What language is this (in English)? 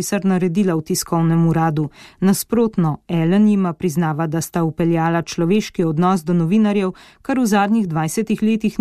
Slovenian